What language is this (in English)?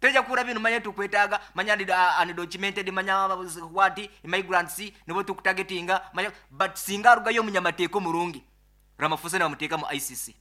Nyoro